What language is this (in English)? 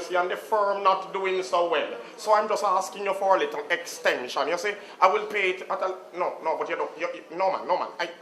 Jamaican Creole English